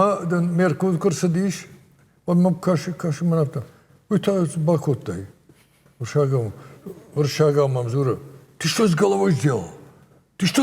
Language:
Ossetic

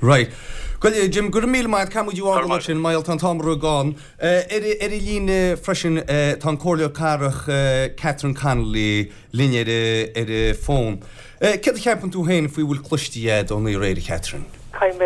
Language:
Irish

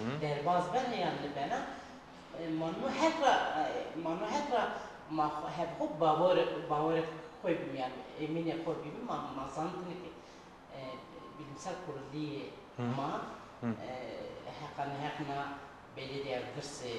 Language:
Zaza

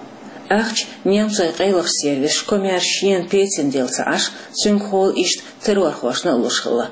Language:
Chechen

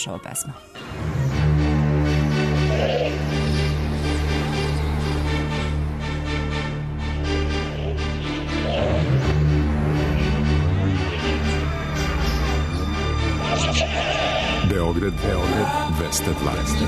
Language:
Serbian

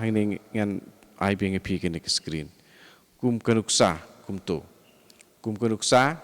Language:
Khasi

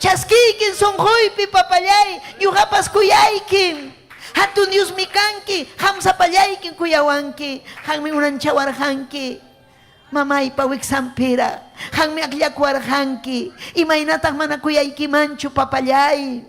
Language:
Ayacucho Quechua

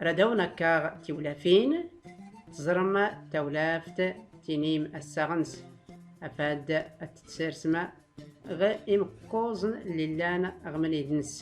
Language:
Tachelhit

